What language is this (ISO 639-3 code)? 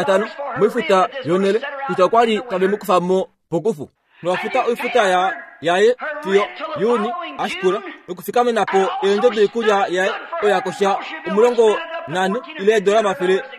kua